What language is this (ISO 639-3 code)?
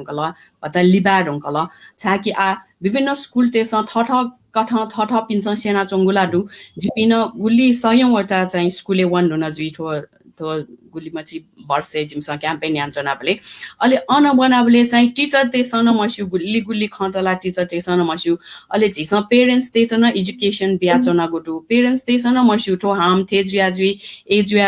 new